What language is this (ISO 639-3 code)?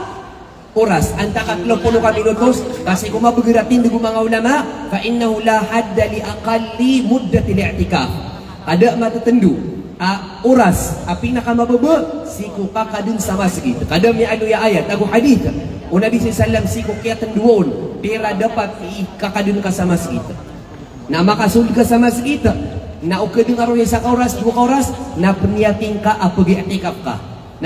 mrw